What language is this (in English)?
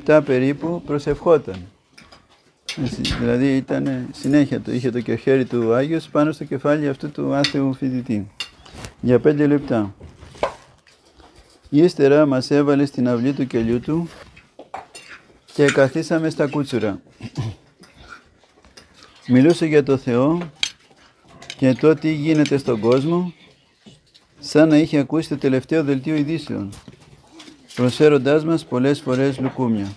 Greek